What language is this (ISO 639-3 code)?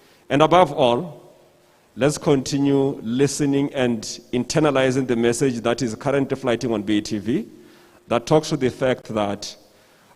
tsn